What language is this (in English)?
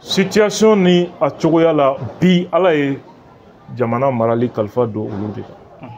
Bambara